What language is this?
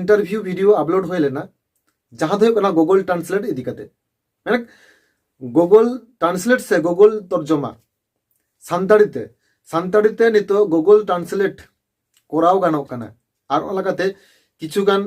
Santali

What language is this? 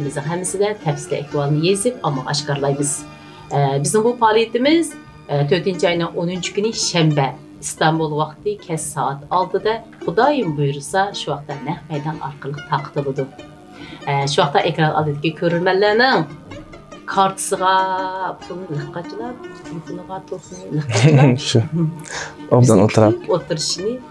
Uyghur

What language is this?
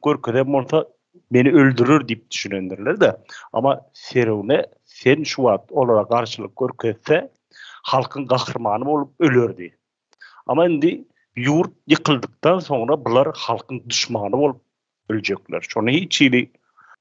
Turkmen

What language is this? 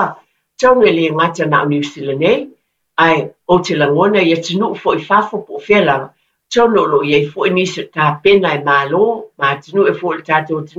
Samoan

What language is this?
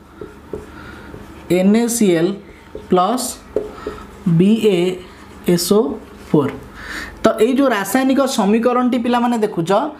Odia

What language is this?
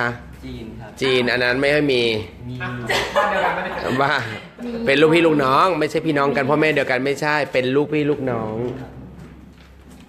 Thai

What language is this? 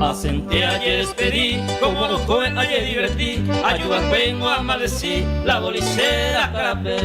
Guarani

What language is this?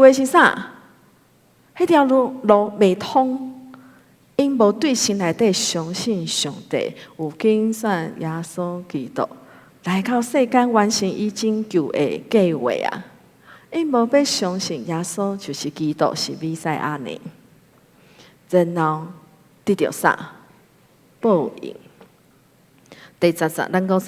Min Nan Chinese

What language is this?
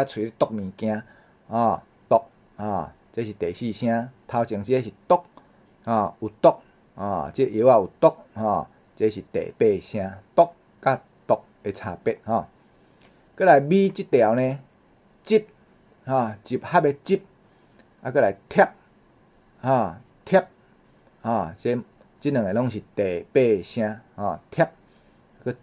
Min Nan Chinese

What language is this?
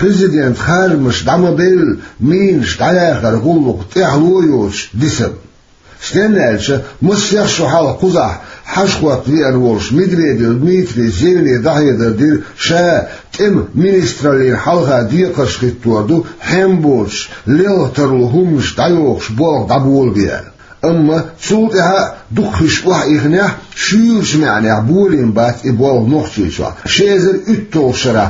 Chechen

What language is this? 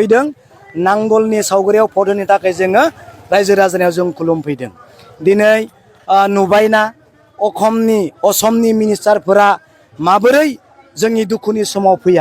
Bodo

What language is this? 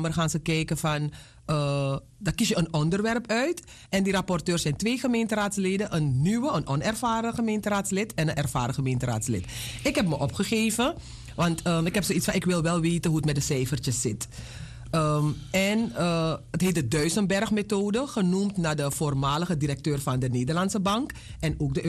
Dutch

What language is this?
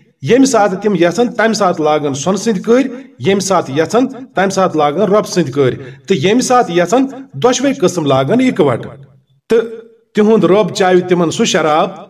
Kashmiri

